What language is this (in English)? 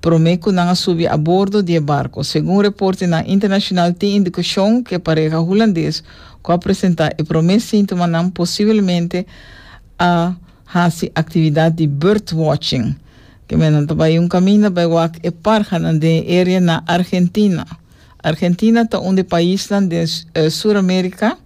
Papiamento